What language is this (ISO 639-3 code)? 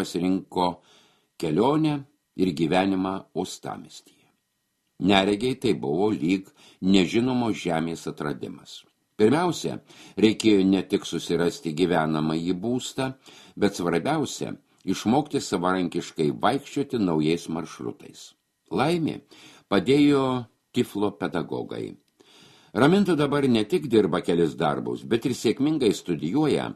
lit